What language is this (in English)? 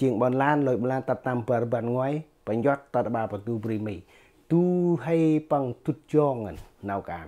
Central Mnong